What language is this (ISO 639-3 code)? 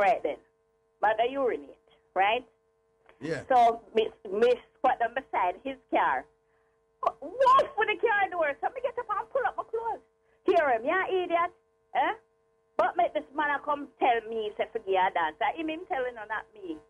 jam